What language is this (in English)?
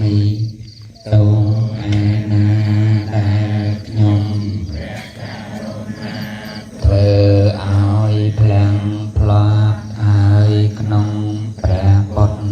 Khmer